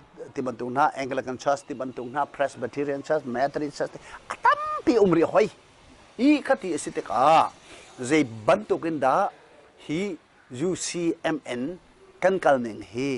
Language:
Hakha Chin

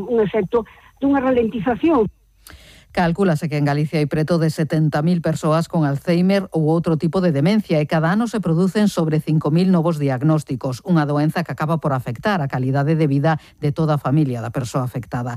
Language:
Galician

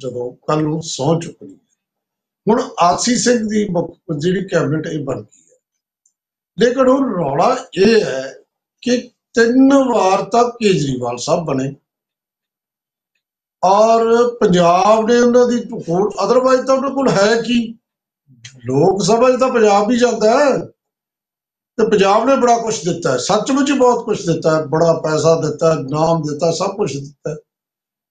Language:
Punjabi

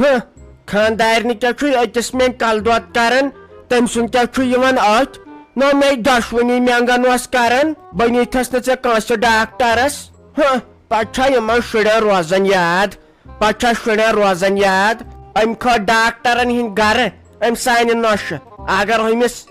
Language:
Kashmiri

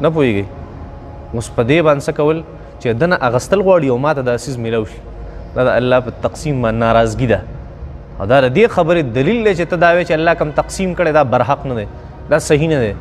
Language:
Pashto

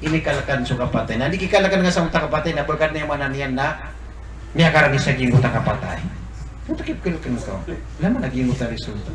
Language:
Maranao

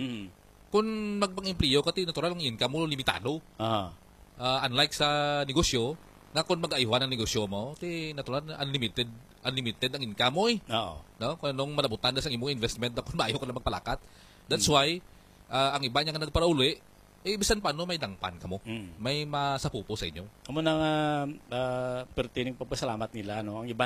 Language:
Hiligaynon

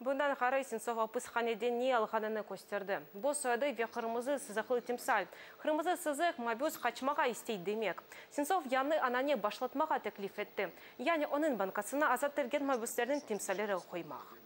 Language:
Crimean Tatar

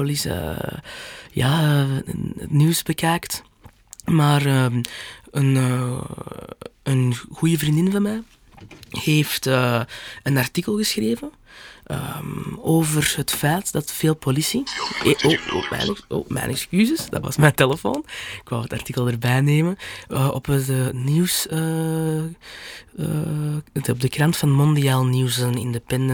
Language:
Dutch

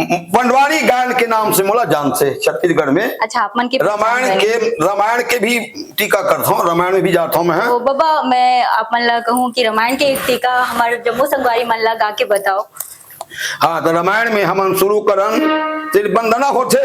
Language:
Chhattisgarhi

